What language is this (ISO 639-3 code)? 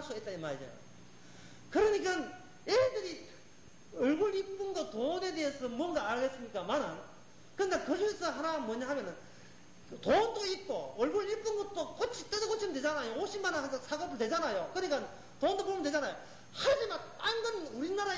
kor